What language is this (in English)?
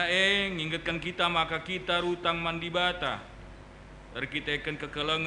Batak Karo